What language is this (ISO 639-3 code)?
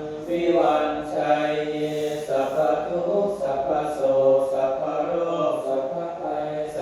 pli